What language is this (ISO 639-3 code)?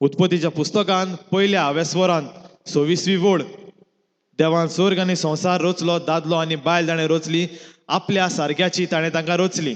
kok